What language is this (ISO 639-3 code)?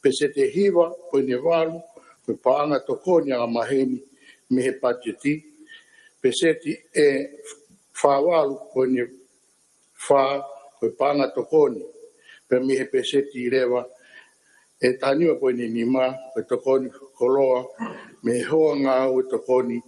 ton